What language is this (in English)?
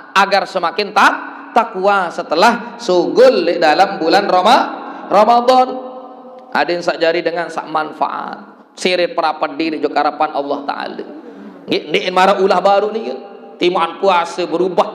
Sasak